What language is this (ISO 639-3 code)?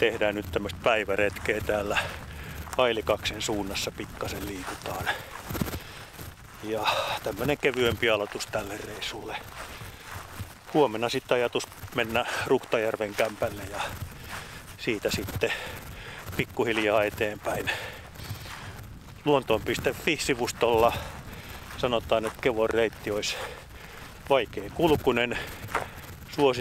fin